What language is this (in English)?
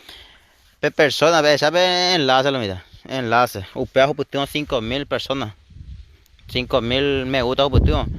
Guarani